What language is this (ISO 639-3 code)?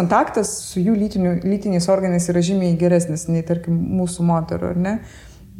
lit